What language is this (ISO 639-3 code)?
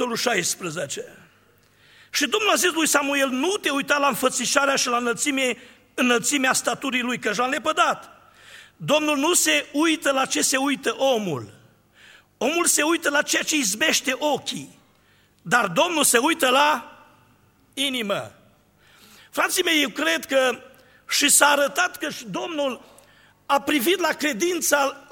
ron